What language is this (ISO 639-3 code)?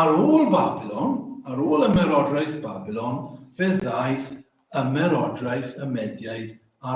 cym